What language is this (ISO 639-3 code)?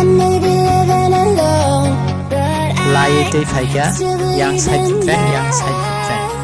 trp